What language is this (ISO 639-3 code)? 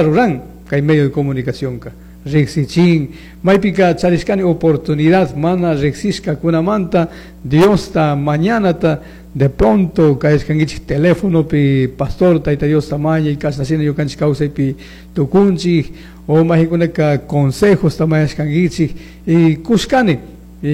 qug